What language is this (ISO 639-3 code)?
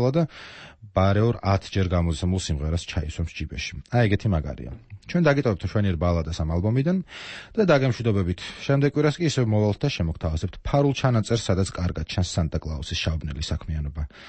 kat